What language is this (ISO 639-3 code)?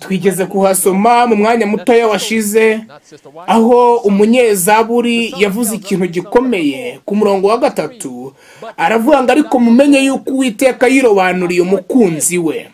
kin